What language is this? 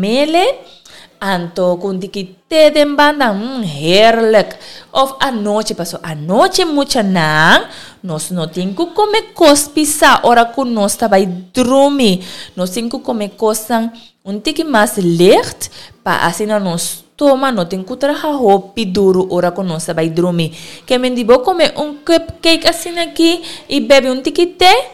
Papiamento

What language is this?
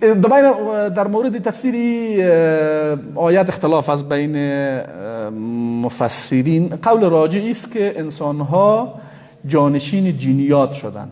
Persian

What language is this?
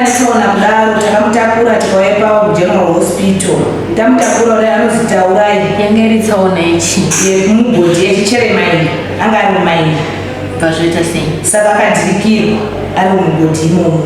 Shona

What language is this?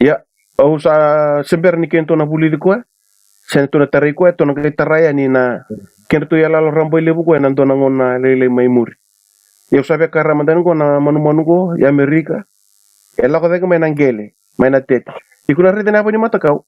Fijian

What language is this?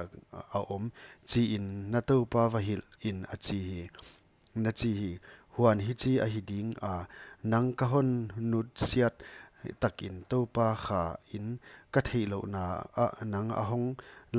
Paite Chin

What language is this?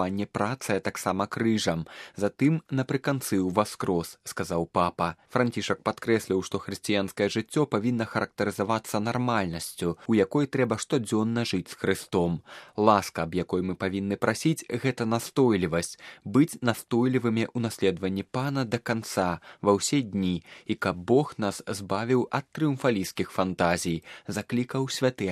Belarusian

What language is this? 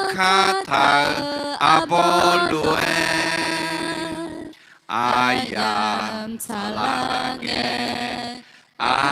Akha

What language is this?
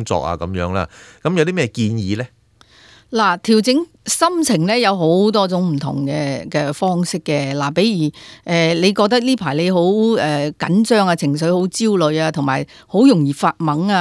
Cantonese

